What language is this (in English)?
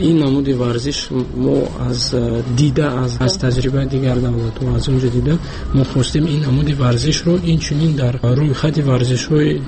Tajik